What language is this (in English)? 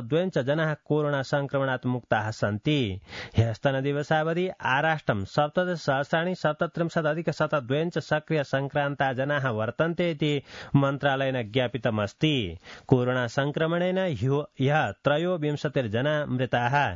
Sanskrit